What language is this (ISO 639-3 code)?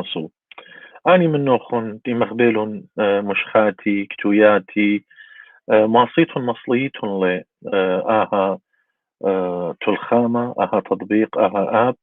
aii